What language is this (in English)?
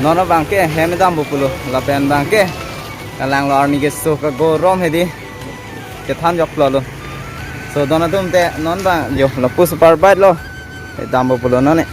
Karbi